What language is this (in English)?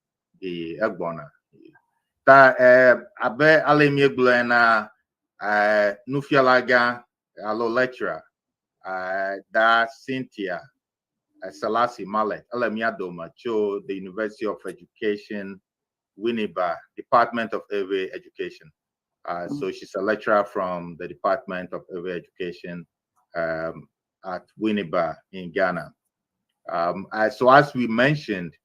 Ewe